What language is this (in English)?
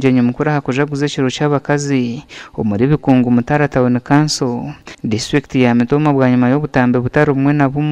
Nyankole